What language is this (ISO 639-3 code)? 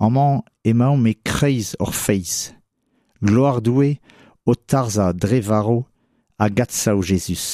bre